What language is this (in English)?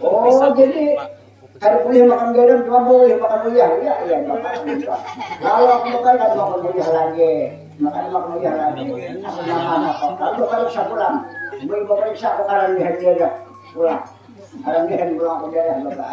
Banjar